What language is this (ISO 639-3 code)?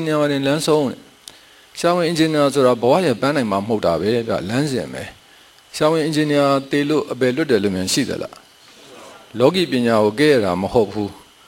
mya